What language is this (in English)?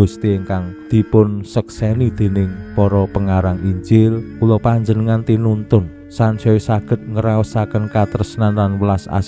Javanese